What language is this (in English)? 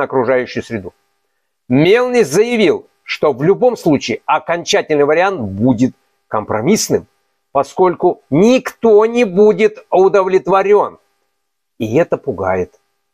Russian